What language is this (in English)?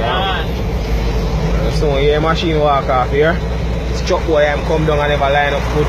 Jamaican Creole English